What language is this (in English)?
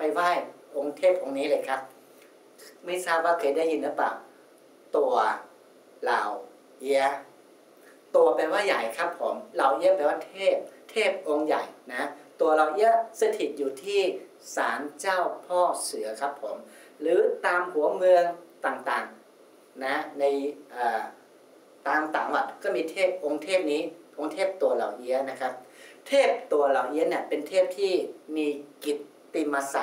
Thai